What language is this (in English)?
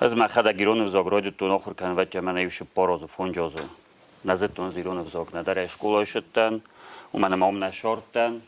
Ossetic